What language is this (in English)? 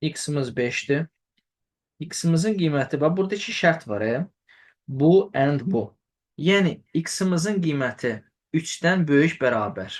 Azerbaijani